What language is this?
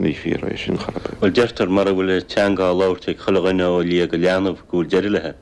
Irish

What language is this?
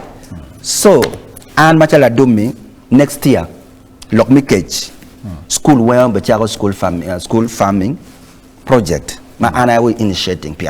Acoli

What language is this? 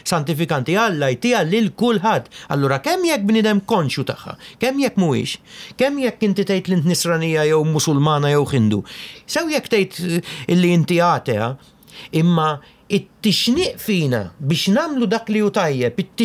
Maltese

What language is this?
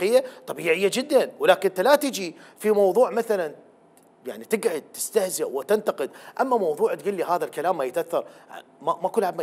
Mesopotamian Arabic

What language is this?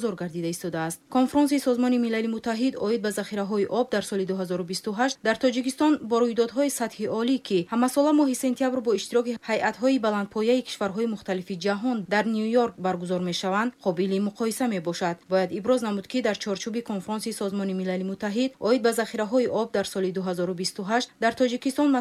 Tajik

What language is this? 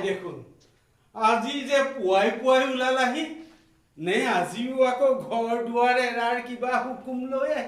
Assamese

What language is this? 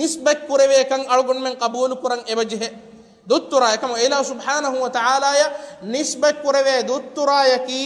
Divehi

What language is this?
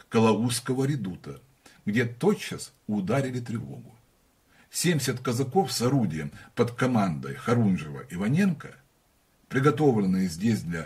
Russian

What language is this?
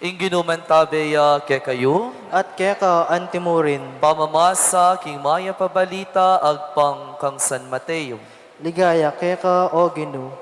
Pampanga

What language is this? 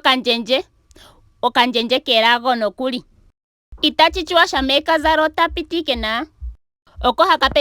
Ndonga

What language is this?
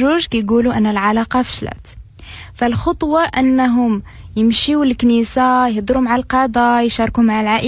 Moroccan Arabic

